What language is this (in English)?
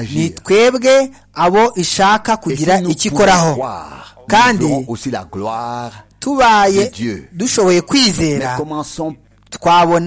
Kinyarwanda